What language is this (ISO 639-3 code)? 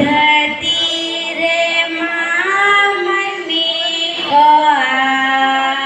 sat